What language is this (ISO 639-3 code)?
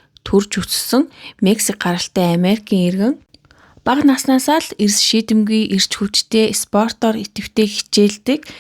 mon